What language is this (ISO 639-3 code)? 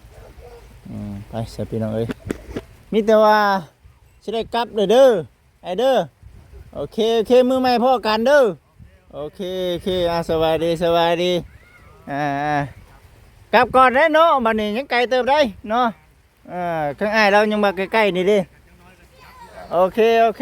lao